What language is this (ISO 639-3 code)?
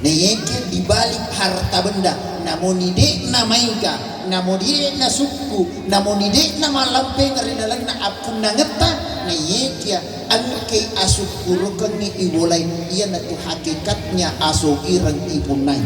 bug